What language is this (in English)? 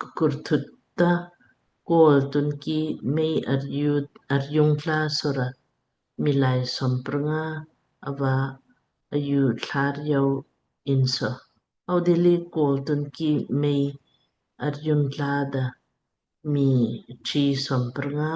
Lamkang